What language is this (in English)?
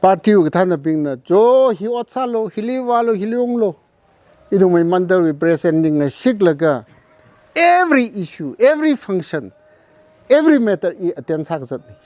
Tangkhul Naga (India)